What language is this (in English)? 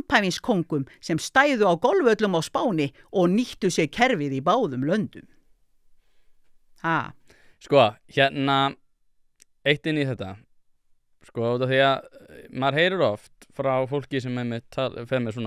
Icelandic